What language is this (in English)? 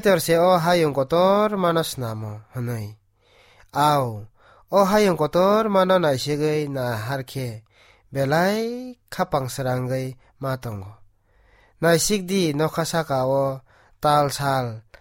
Kok Borok